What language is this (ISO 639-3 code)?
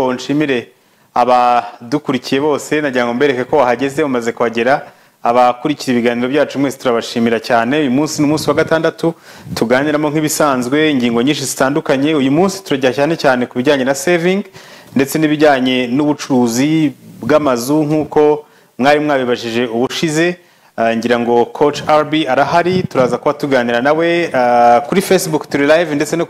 kin